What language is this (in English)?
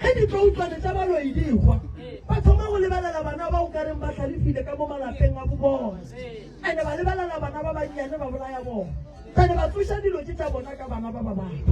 Northern Sotho